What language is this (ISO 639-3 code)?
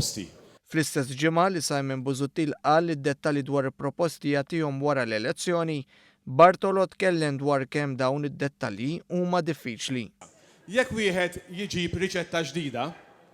mlt